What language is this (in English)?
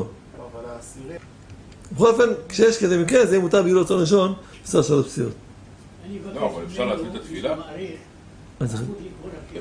Hebrew